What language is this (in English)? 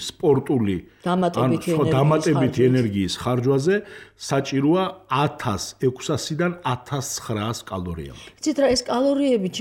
Georgian